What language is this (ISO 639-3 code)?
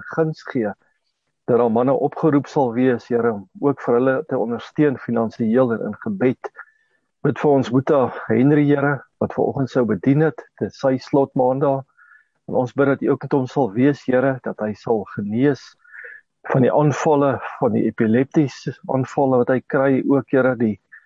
afr